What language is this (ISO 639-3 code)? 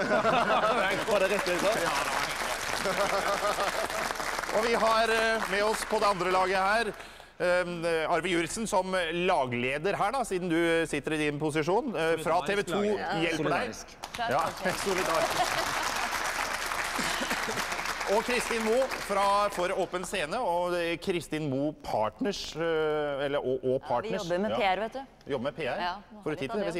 nor